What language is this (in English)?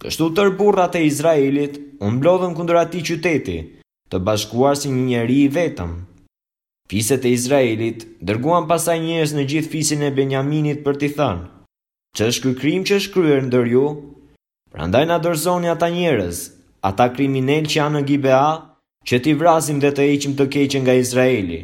Albanian